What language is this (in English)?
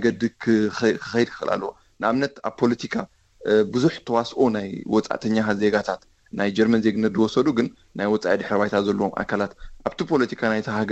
Tigrinya